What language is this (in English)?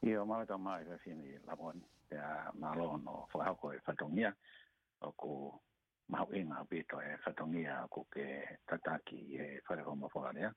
Tongan